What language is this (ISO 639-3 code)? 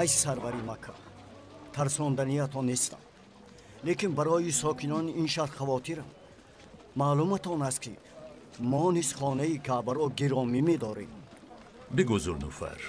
tgk